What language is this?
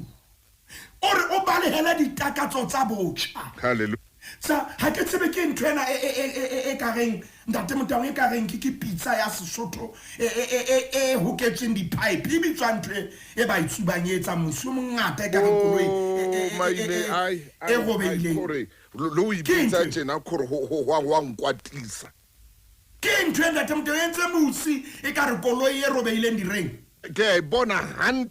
Southern Sotho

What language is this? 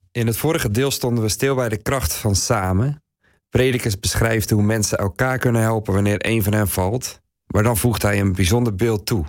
Dutch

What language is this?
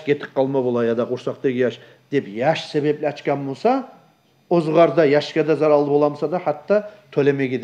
Kumyk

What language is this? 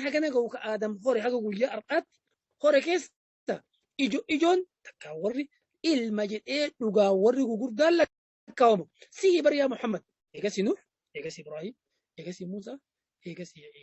Oromo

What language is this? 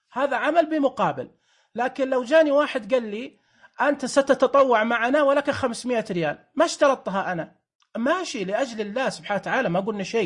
Najdi Arabic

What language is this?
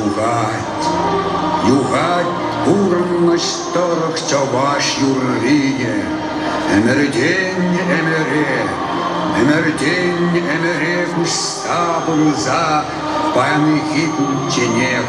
Chuvash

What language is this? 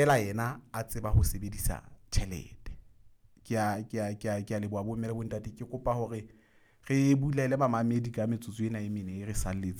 Southern Sotho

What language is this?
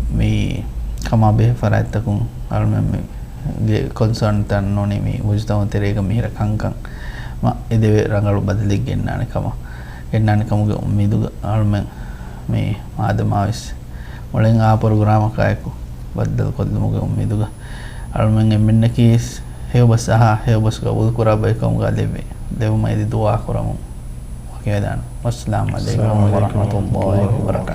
Divehi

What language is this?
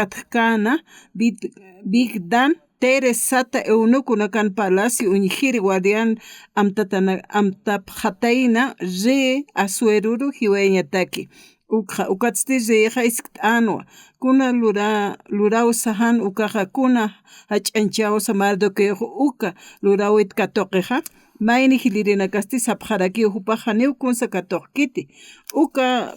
Aymara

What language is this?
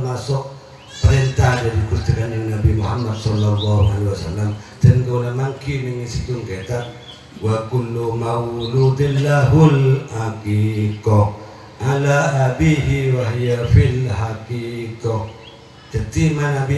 Madurese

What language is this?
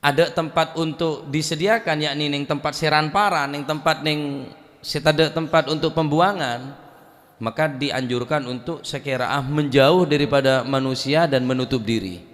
Madurese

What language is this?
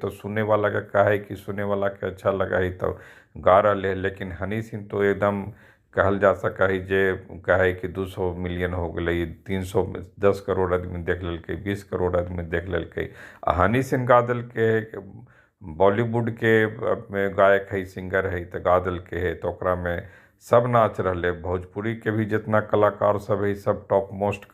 Magahi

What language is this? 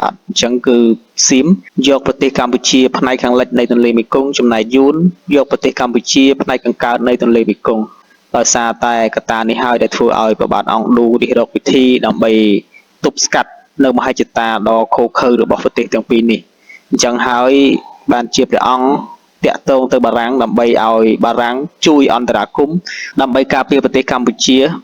Khmer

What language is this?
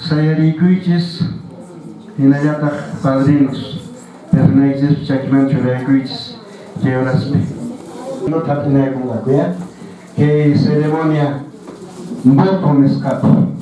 Quechua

